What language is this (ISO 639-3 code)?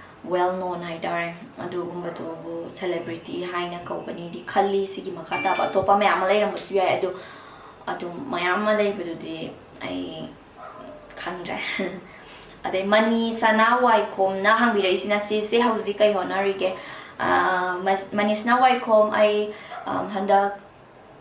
mni